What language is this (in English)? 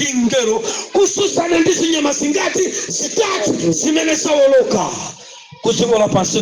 Nyanja